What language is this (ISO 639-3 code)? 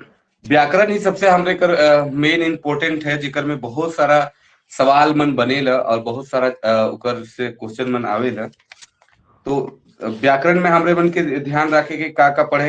sck